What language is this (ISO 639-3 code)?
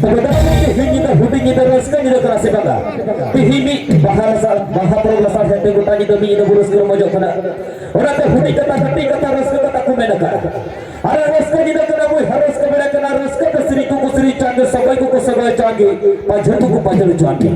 sat